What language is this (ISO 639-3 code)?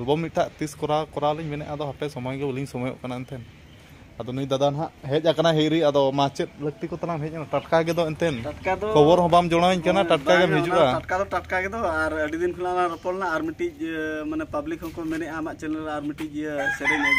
sat